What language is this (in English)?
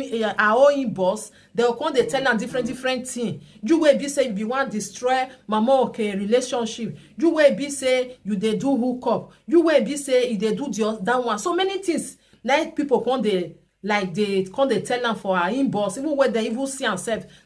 Nigerian Pidgin